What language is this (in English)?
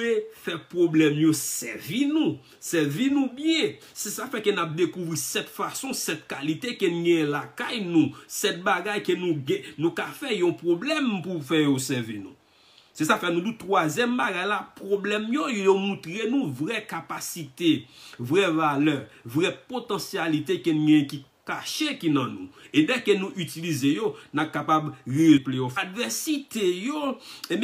Haitian Creole